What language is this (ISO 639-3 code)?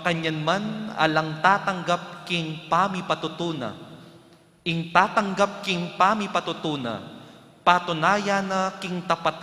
pam